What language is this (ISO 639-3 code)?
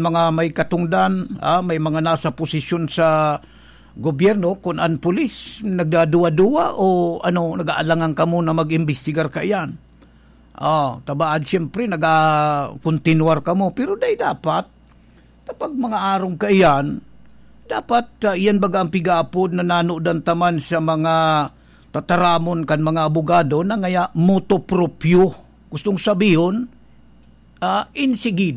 bik